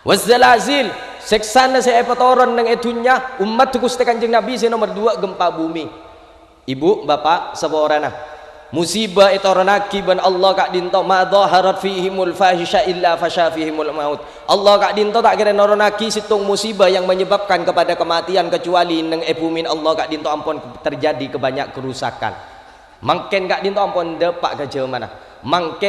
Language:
Madurese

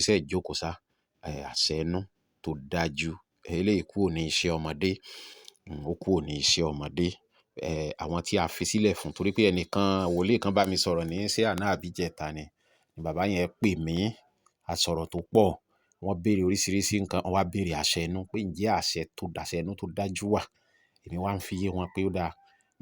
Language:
Yoruba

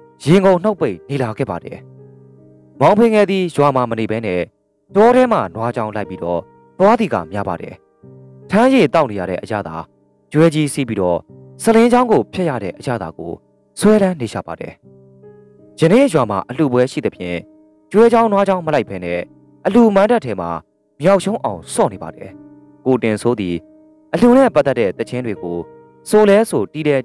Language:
Burmese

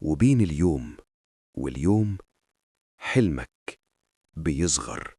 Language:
Egyptian Arabic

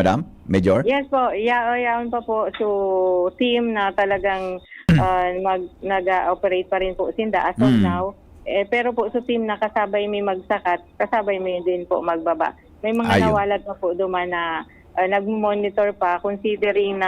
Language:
Bikol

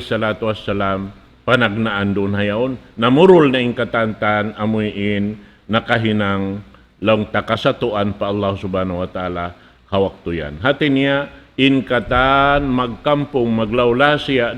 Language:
Tausug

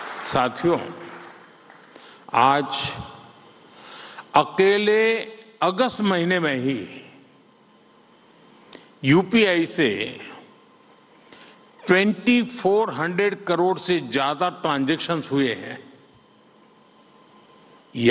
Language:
Hindi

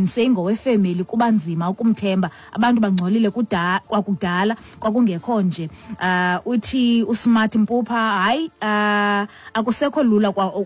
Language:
Xhosa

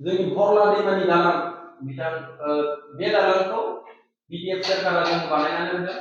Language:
Bodo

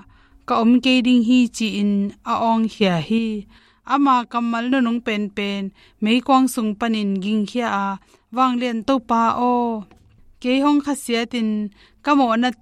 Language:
Tedim Chin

